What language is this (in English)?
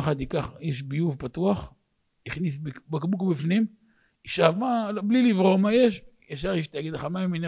Hebrew